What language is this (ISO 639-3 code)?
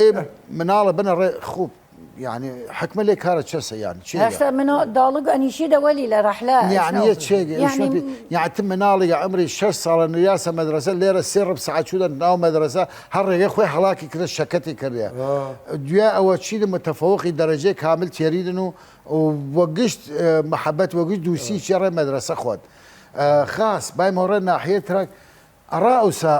sdh